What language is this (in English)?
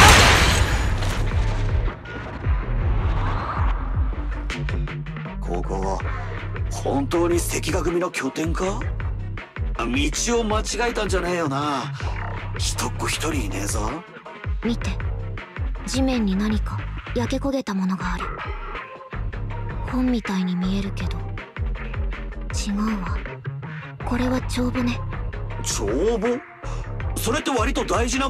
Japanese